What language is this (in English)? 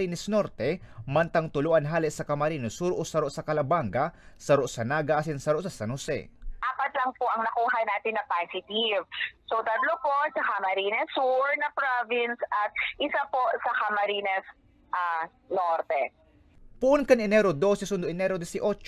Bikol